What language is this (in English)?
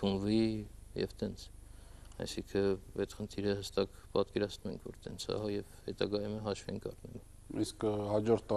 Armenian